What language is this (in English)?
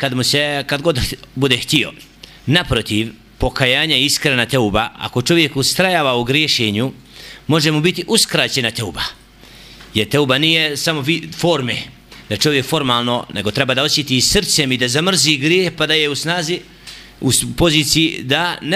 Bosnian